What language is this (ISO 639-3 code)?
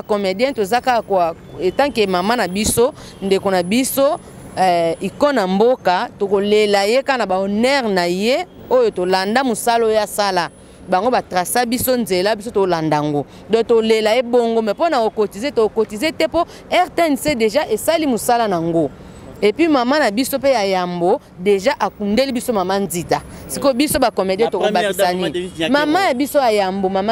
lin